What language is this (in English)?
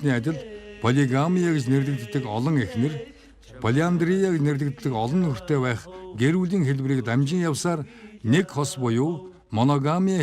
Mongolian